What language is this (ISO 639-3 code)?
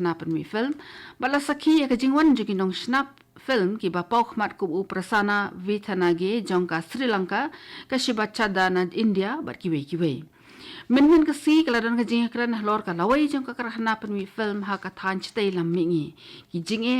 kha